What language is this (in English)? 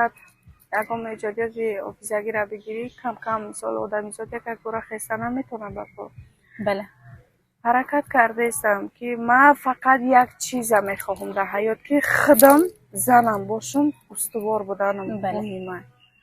Tajik